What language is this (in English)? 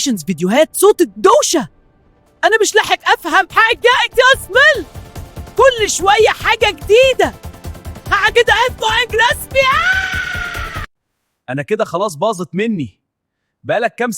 Egyptian Arabic